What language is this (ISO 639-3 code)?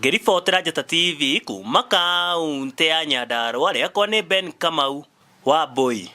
kik